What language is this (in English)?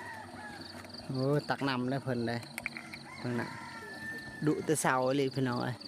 Lao